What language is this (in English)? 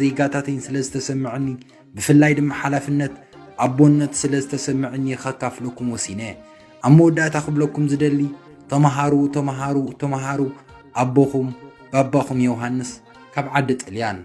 Tigrinya